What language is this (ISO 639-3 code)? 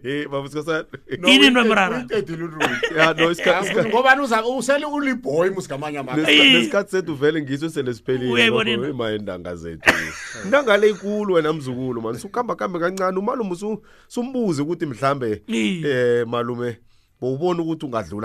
nbl